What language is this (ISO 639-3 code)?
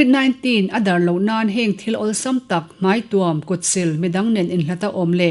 lus